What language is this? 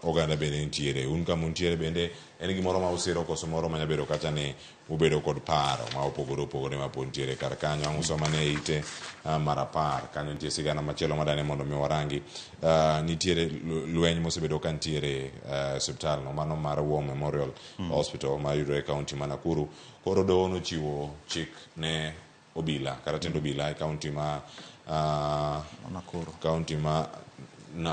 Luo (Kenya and Tanzania)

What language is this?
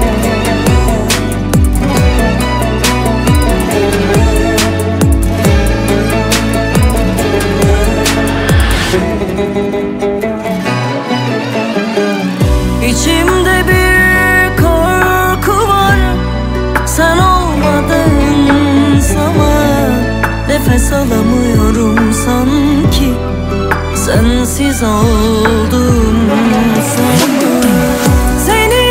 Turkish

